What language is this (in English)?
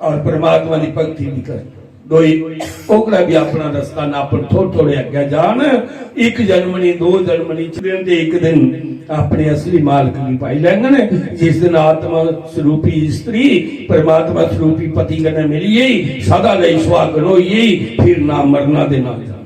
Dogri